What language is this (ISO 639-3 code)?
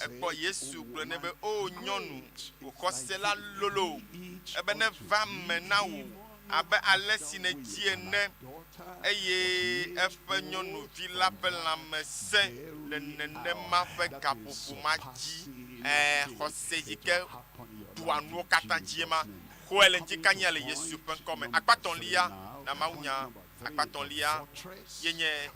ewe